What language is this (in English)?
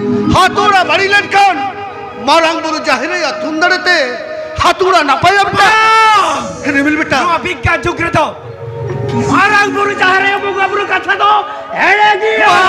Santali